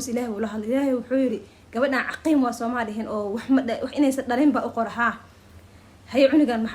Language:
Somali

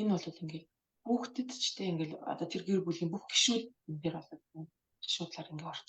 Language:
Mongolian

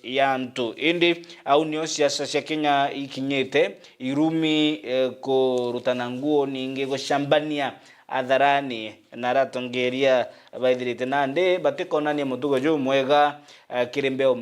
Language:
Meru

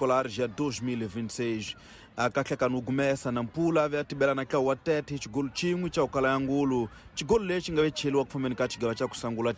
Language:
Tsonga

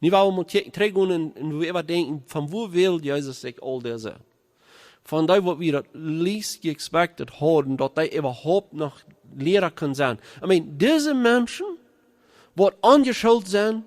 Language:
Plautdietsch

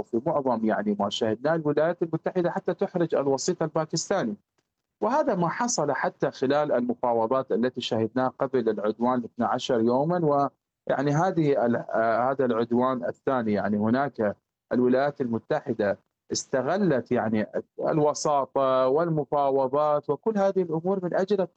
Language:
Arabic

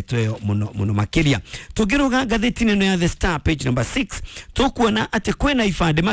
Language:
Kikuyu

